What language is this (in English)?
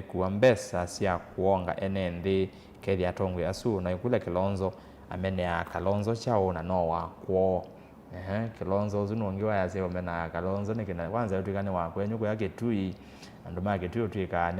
Kamba